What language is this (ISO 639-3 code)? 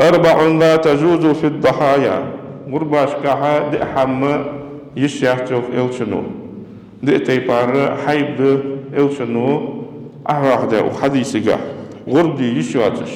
inh